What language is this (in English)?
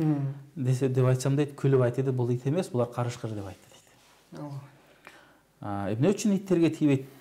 Kyrgyz